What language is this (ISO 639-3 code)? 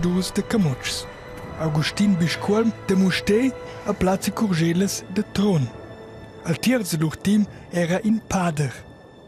roh